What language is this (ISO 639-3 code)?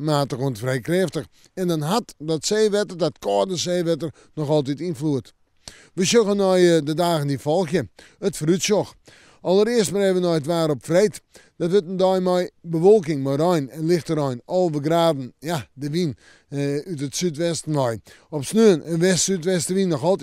fry